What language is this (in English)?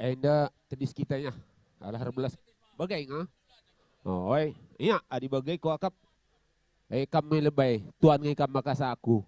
Batak Karo